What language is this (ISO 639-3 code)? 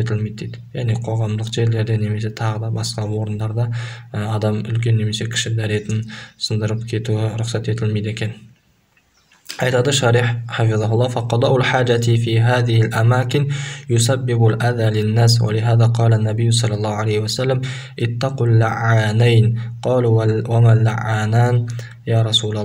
kaz